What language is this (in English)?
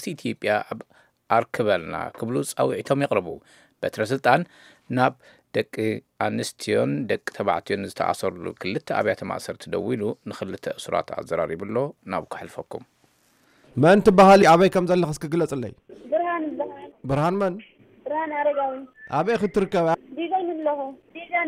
Tigrinya